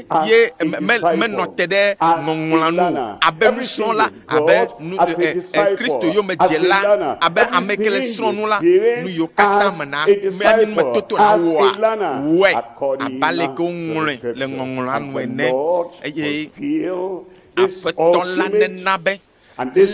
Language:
Ewe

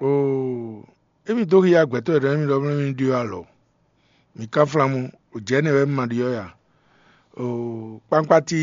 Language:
Fon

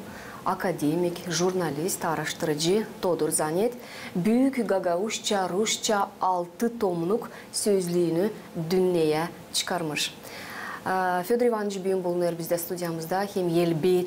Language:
Gagauz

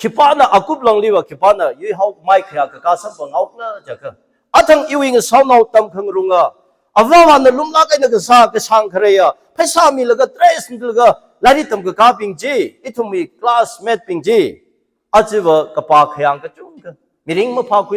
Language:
Tangkhul Naga (India)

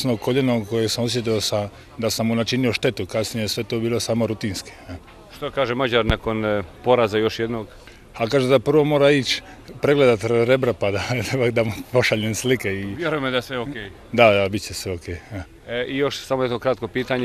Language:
Croatian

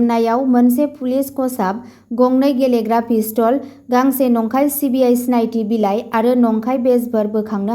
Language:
Bodo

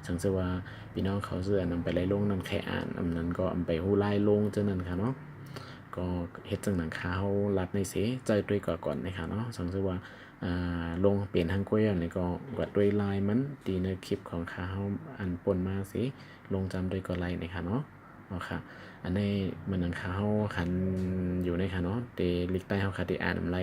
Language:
Shan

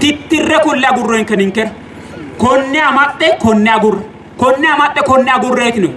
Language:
Sidamo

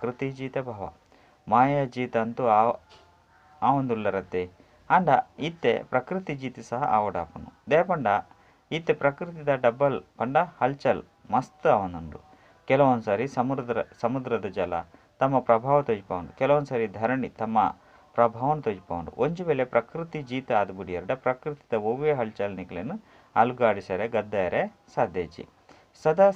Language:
Tulu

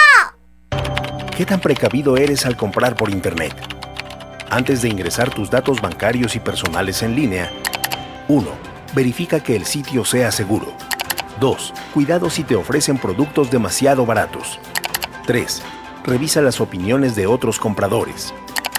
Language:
Spanish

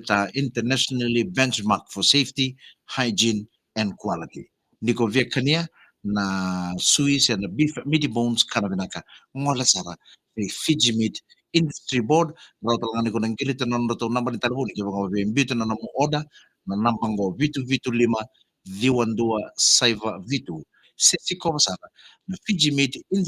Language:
Fijian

